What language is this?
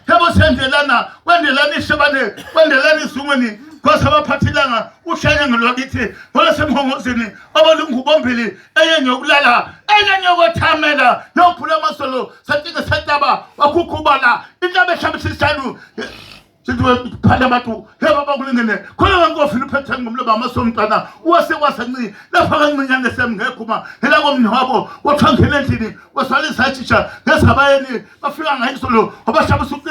Zulu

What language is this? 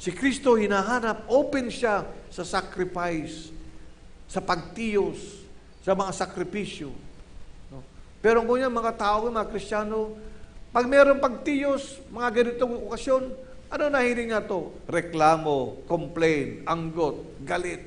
Bikol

